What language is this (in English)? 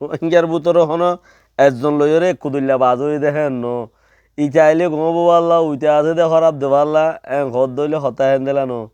Rohingya